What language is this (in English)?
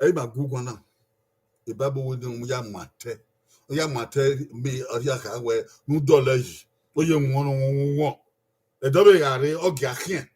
Bini